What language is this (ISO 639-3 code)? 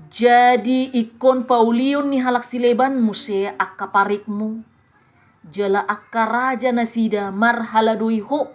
bbc